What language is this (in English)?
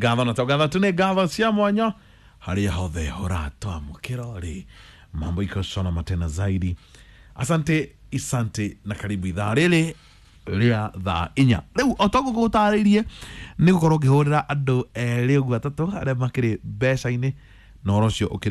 Kikuyu